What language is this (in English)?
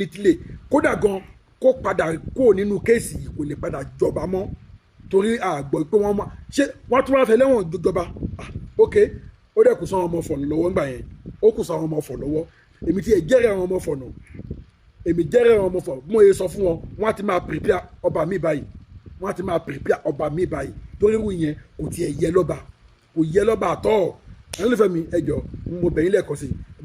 Yoruba